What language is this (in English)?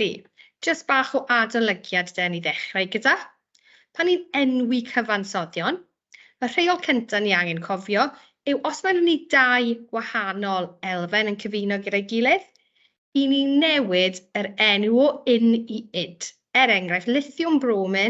Welsh